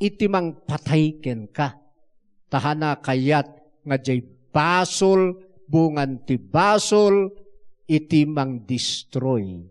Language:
Iloko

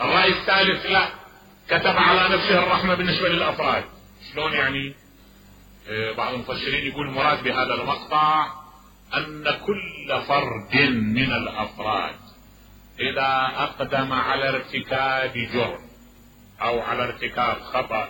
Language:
Mesopotamian Arabic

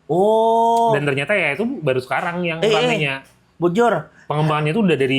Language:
Banjar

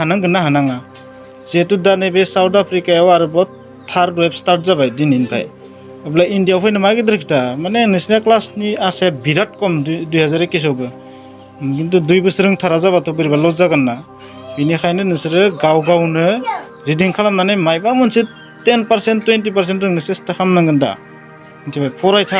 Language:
Bodo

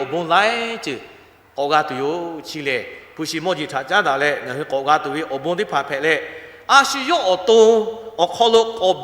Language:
Lahu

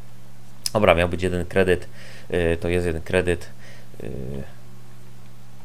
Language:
Polish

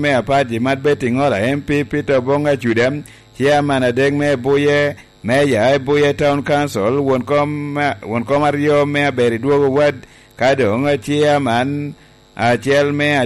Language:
Lango (Uganda)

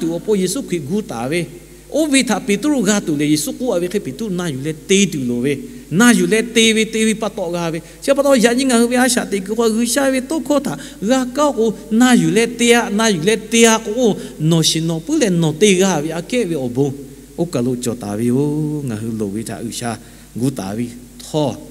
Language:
Lahu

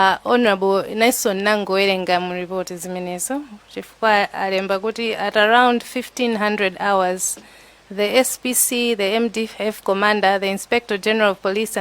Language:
Nyanja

